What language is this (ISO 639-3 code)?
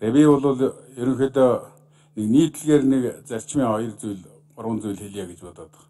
mon